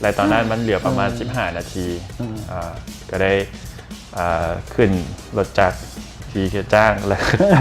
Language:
Lao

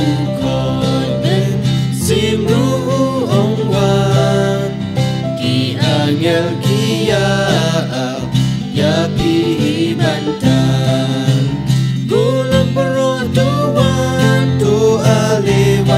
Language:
Khasi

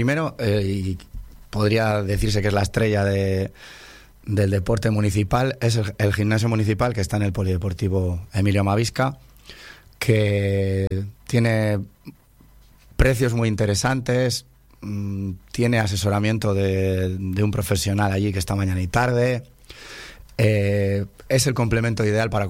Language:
Spanish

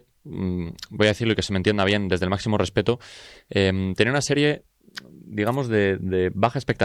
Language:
Spanish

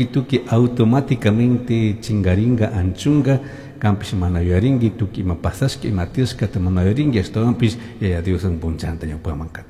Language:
Chimborazo Highland Quichua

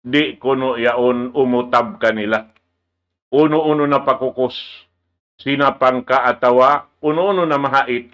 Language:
Tausug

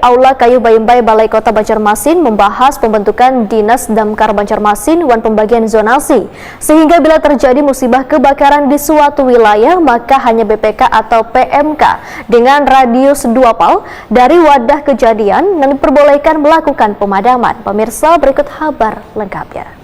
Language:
Banjar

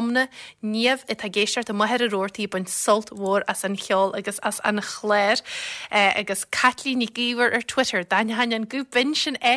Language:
Irish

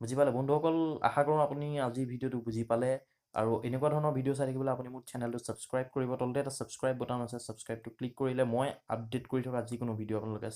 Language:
Assamese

